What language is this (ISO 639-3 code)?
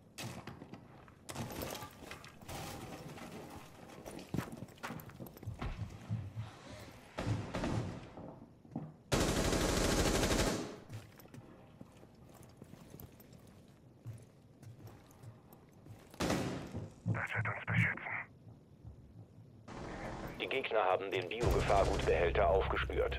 deu